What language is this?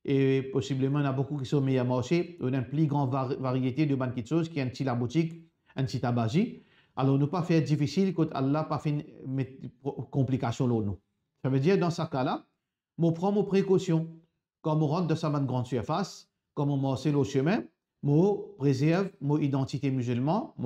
Morisyen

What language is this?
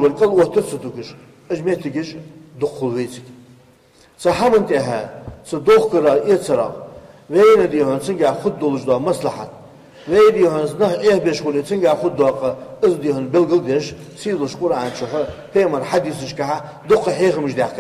Ingush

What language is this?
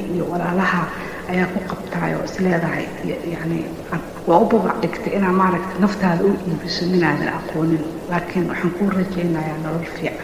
Somali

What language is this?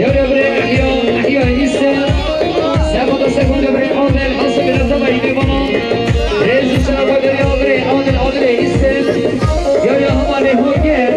Kurdish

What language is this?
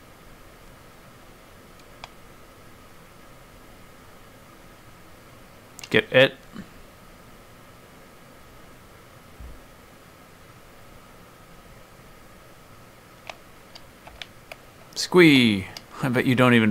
English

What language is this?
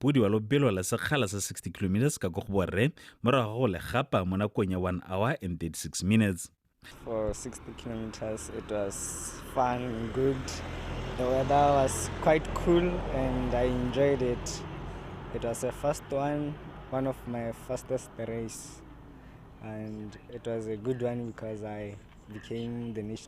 Tswana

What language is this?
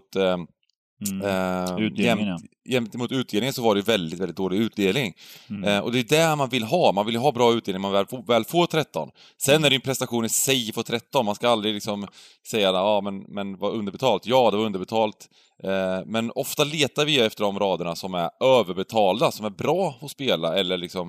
Swedish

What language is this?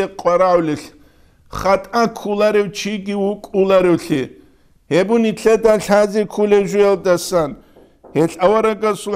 Avaric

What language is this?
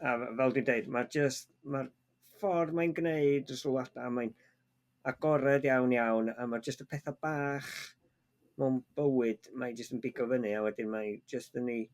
Welsh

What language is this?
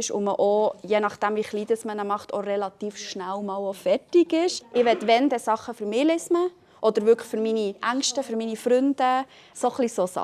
Swiss German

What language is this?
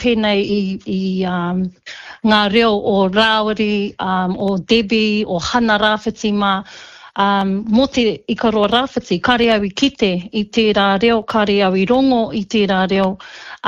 Māori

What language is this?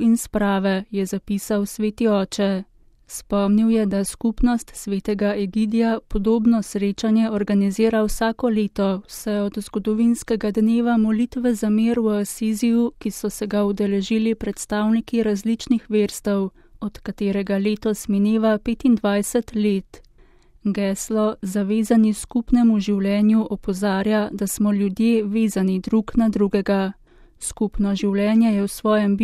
Slovenian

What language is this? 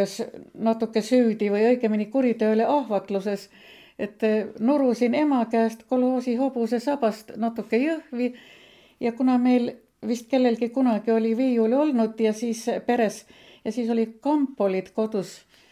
Estonian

